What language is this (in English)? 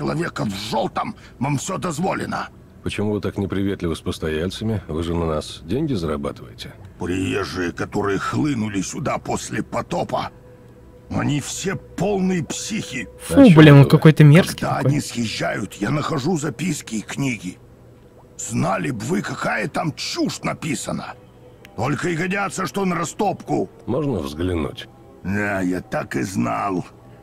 Russian